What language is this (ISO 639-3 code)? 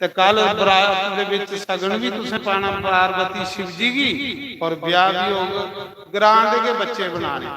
doi